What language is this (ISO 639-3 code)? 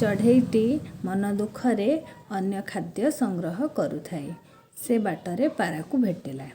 ori